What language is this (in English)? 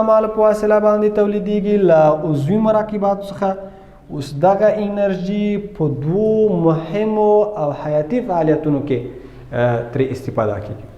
Pashto